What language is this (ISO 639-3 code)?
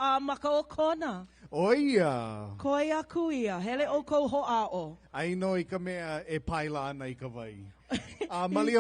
haw